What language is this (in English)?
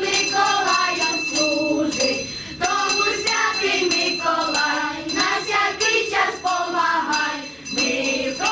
Rusyn